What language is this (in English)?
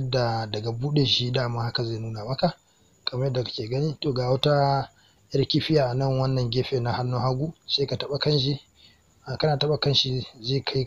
Hausa